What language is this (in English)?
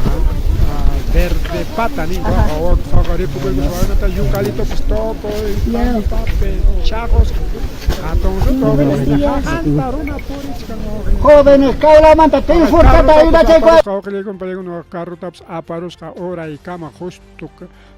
Ayacucho Quechua